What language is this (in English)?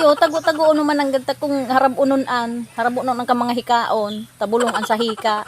Bikol